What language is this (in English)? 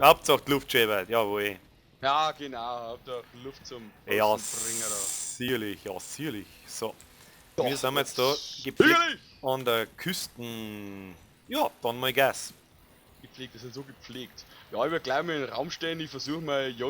Bavarian